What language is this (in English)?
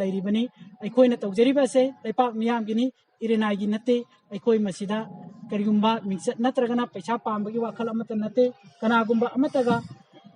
Manipuri